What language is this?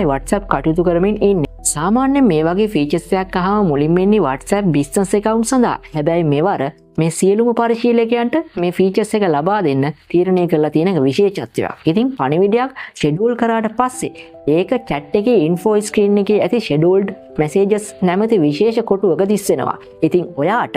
Sinhala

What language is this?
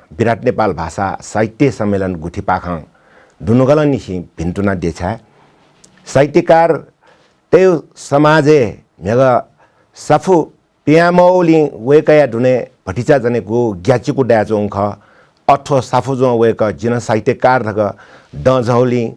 Newari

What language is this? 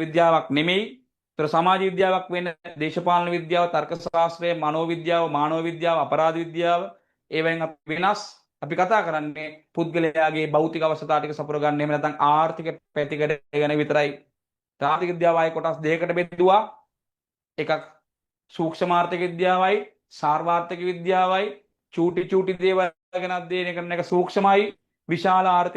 Sinhala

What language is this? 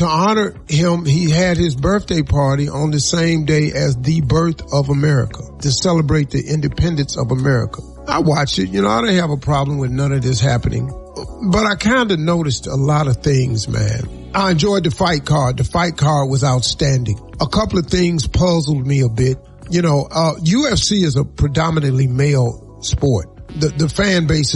English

